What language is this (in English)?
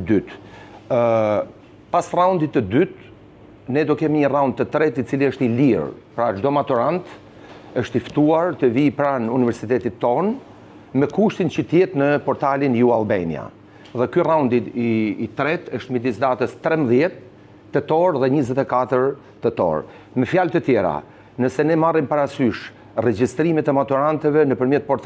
Albanian